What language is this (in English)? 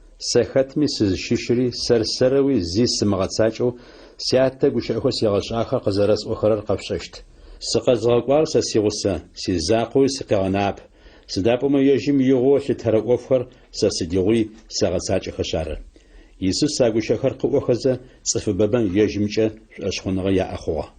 Adyghe